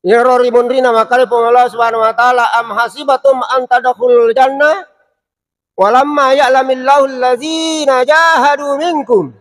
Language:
Buginese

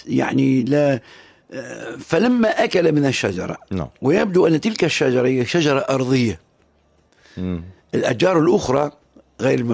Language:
Tunisian Arabic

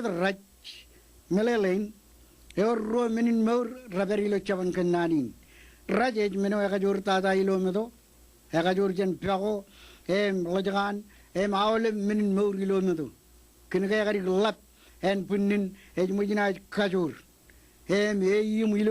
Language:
Marshallese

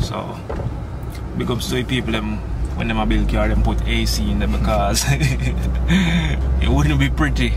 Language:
Jamaican Creole English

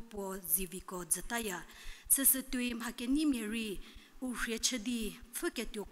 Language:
Angami Naga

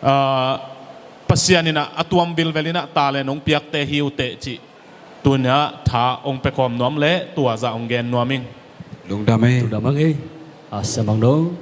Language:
Tedim Chin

